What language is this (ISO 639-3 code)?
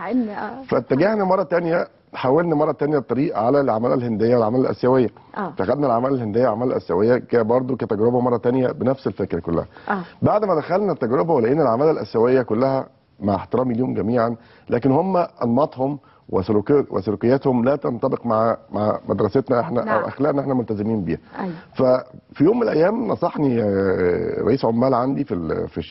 arz